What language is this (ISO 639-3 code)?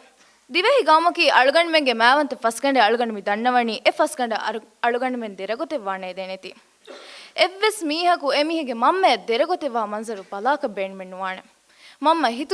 div